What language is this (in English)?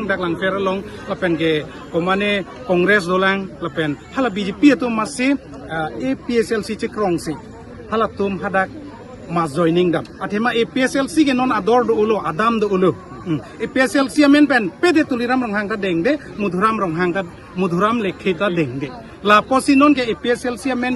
Karbi